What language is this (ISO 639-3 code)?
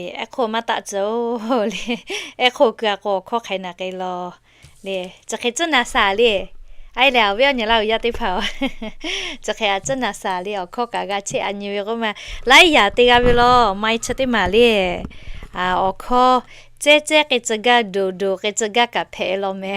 lhu